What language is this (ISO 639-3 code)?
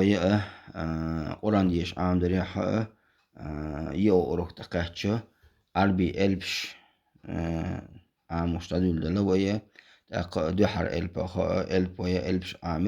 che